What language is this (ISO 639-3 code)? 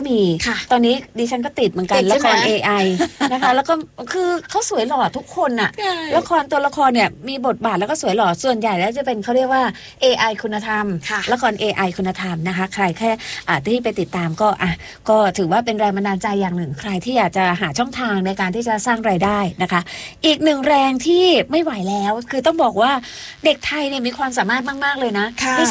tha